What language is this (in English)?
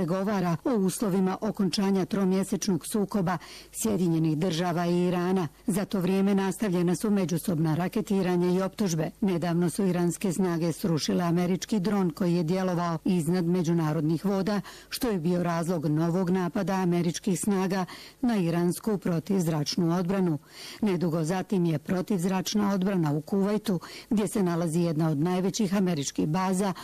Bosnian